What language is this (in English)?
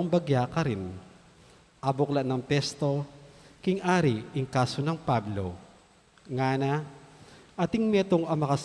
Pampanga